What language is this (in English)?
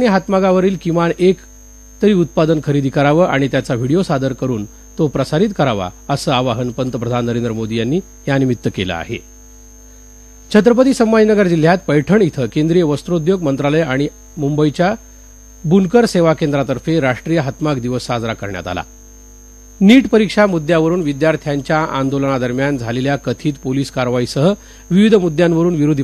Marathi